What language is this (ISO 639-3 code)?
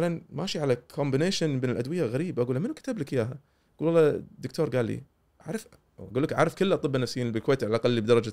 afb